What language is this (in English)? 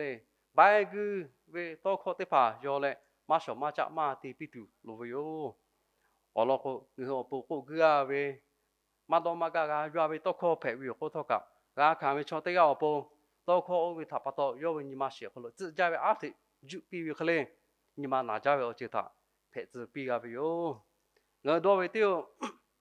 Lahu